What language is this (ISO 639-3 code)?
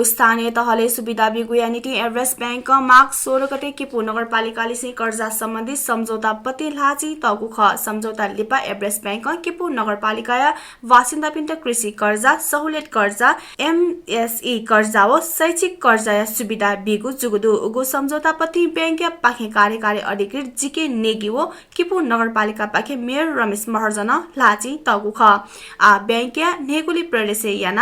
new